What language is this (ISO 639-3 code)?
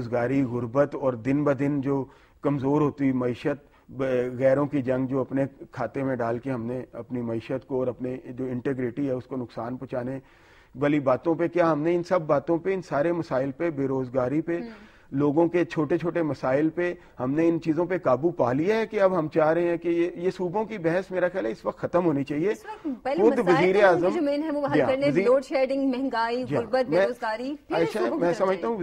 urd